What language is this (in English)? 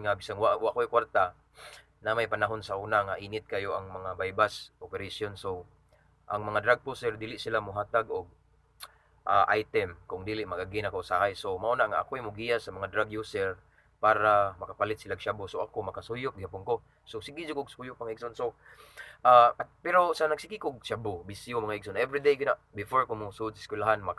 Cebuano